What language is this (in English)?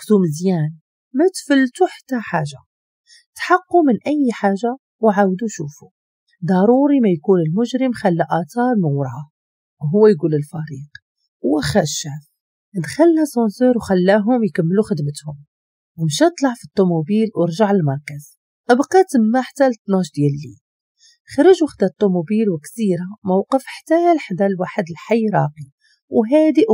Moroccan Arabic